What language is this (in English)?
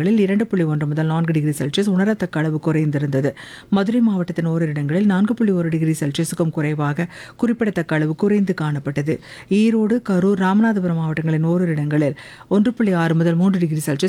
Tamil